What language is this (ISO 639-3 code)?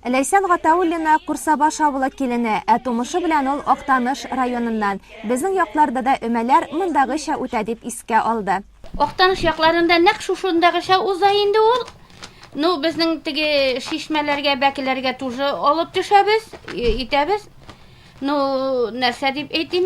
tat